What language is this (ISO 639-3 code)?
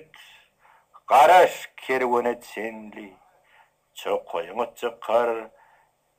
tuk